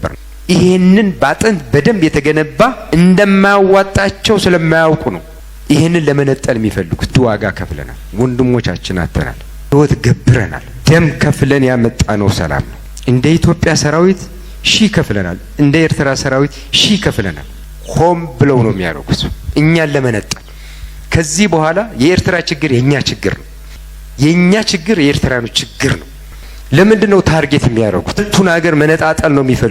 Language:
Amharic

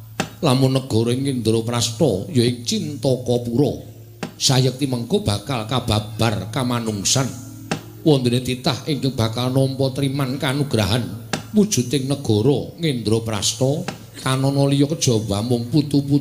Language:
Javanese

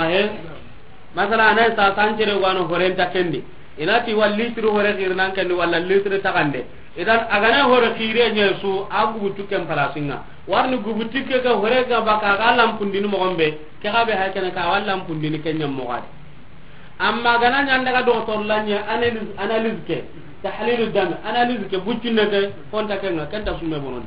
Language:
Soninke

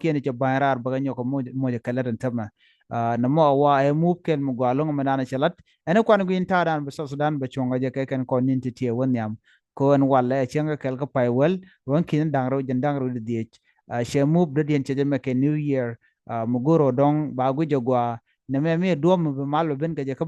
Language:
Nuer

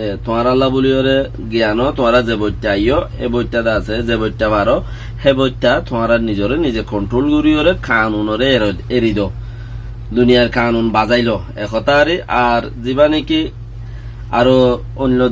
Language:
Rohingya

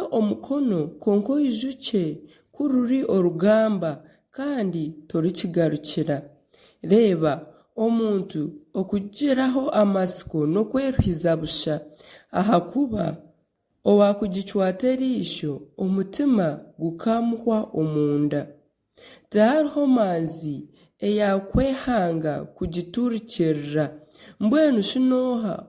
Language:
Nyankole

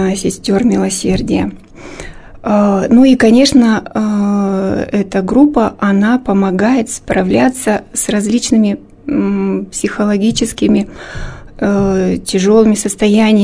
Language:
Russian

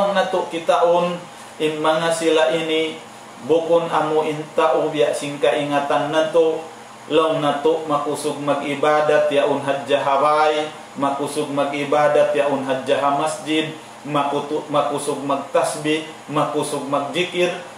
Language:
Tausug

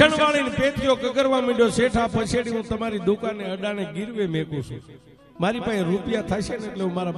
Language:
Gujarati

